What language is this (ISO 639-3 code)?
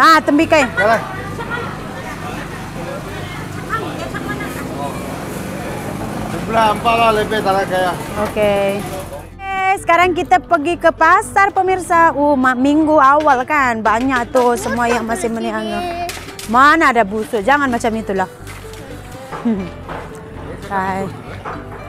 msa